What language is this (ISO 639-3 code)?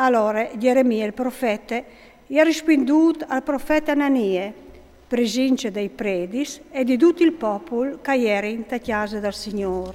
fur